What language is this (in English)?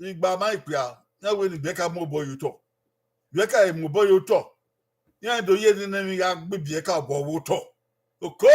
Bini